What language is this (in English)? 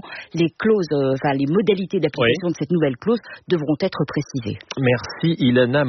French